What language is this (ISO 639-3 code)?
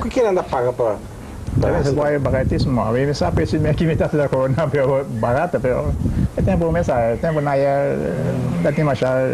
pap